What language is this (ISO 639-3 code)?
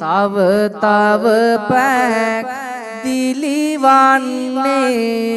sin